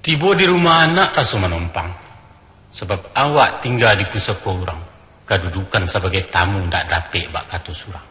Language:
Minangkabau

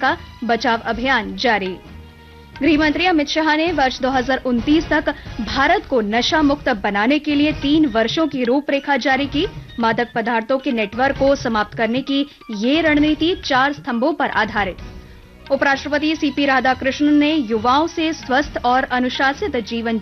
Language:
Hindi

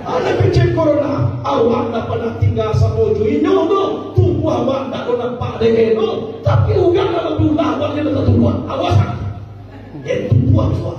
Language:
Minangkabau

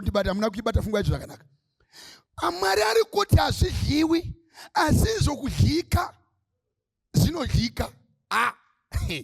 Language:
Shona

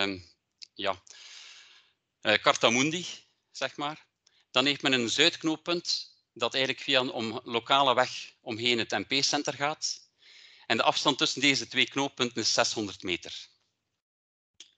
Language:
Dutch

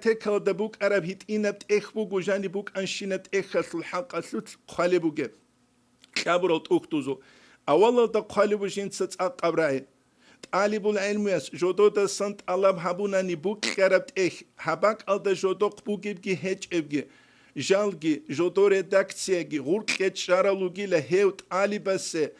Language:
Avaric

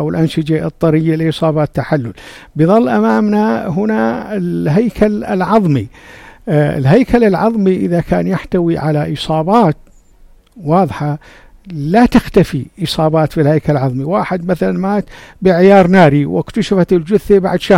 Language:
North Levantine Arabic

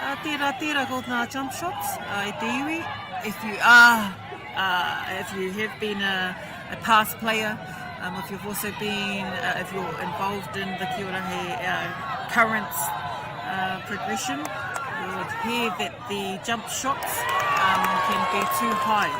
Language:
Māori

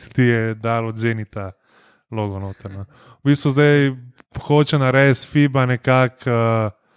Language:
Slovenian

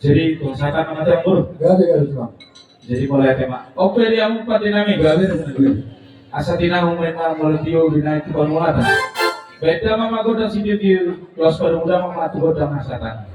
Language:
Batak Toba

